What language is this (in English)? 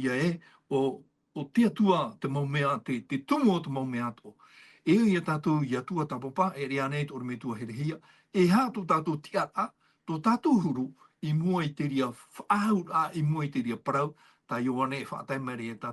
Tahitian